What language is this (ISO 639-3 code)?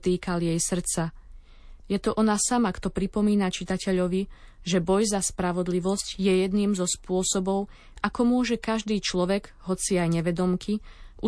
slk